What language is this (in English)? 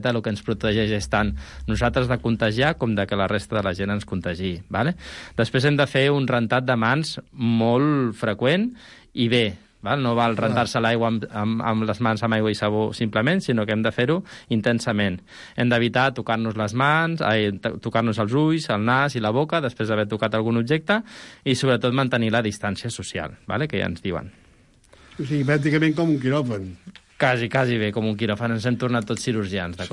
Catalan